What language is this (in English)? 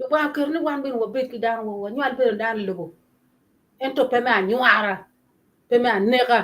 Acoli